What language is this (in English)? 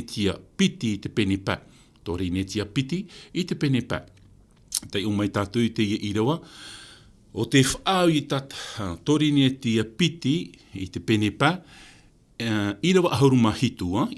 Tahitian